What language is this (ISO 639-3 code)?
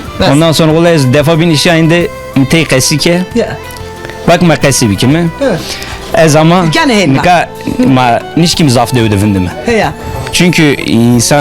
zza